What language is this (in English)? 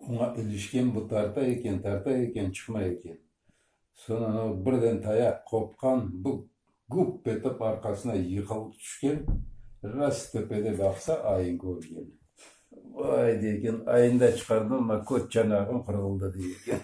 Crimean Tatar